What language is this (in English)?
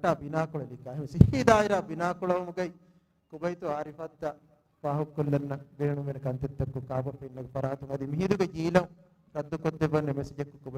Divehi